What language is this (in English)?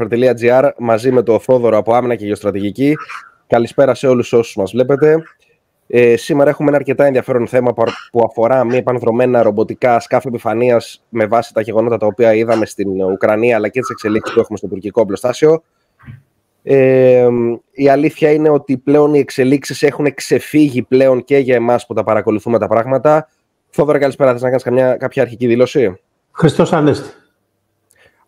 Greek